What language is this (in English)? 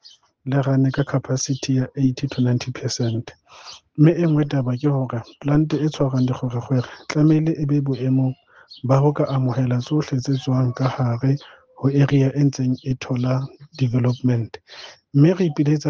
Southern Sotho